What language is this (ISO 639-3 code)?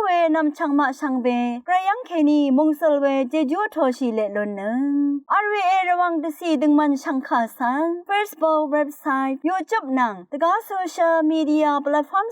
raw